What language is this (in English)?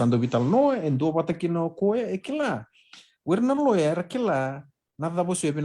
Fijian